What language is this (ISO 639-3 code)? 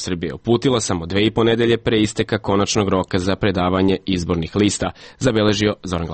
srp